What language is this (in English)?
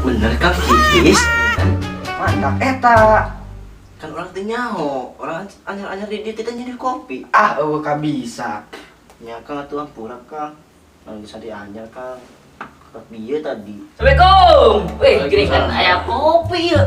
Sundanese